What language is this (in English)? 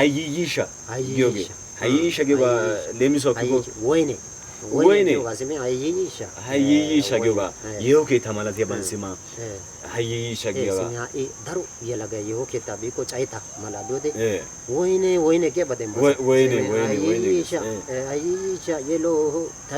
Wolaytta